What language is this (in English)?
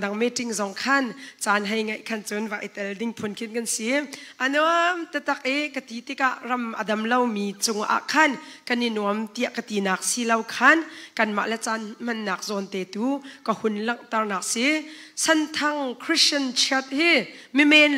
Hakha Chin